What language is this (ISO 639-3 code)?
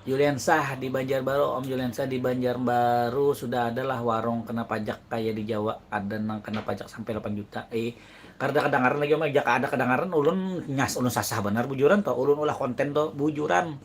bjn